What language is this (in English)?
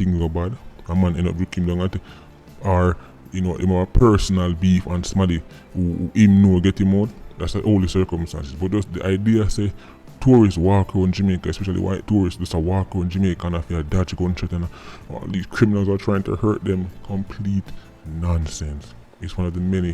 Jamaican Creole English